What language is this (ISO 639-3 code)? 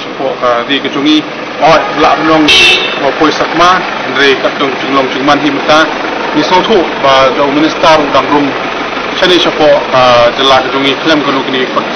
kha